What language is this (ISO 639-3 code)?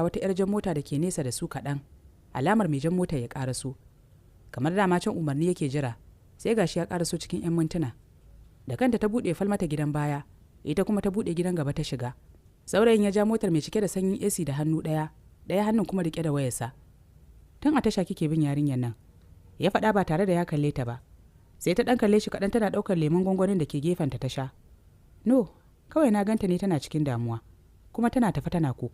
hau